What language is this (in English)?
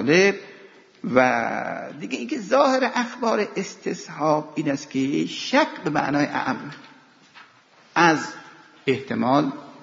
Persian